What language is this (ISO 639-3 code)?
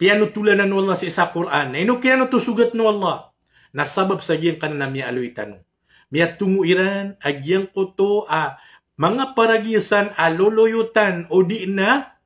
mrw